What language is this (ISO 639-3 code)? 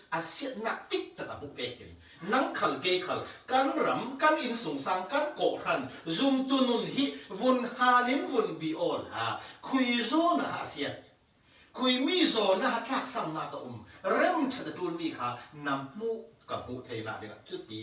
cfm